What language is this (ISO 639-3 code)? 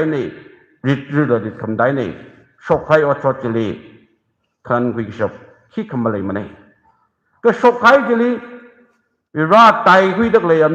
nmf